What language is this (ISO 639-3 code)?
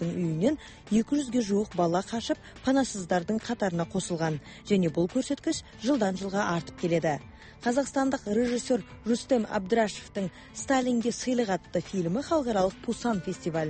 kaz